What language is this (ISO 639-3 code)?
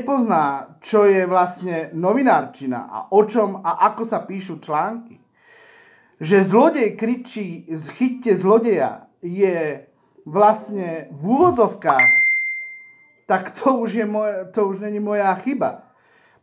slk